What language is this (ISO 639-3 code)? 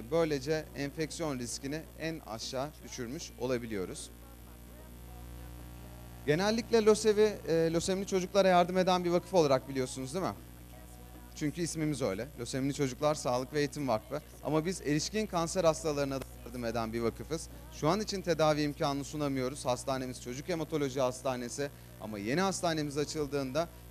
tur